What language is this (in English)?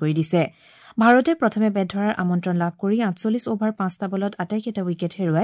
Assamese